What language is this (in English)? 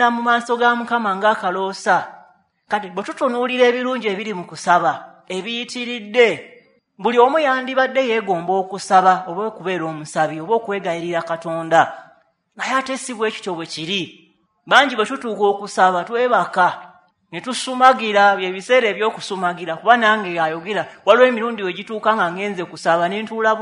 Ganda